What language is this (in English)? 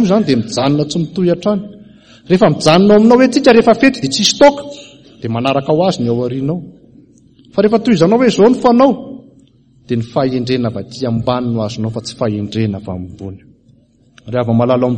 Malagasy